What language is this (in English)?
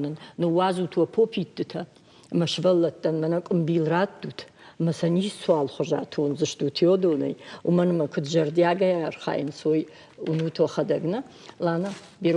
Ossetic